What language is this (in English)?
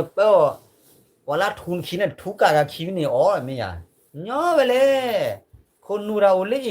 S'gaw Karen